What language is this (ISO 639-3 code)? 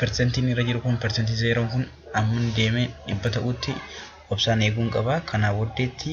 orm